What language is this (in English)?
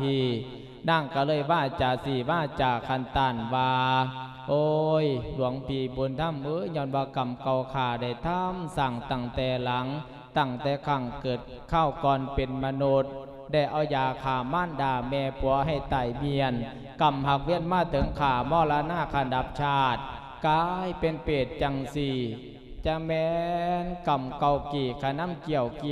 Lao